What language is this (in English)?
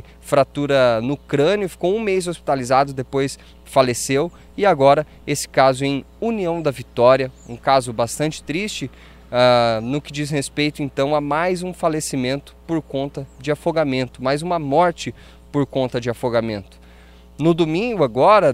Portuguese